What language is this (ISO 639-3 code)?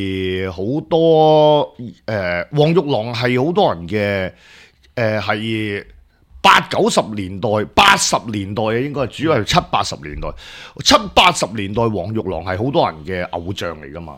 yue